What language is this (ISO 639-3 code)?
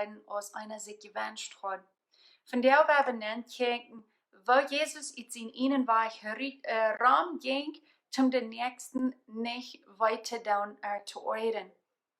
pdt